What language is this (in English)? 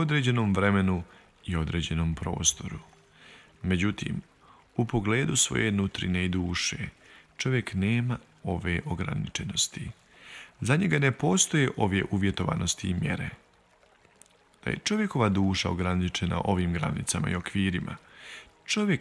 Bosnian